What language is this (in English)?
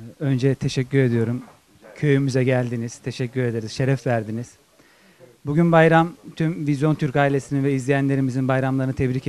Turkish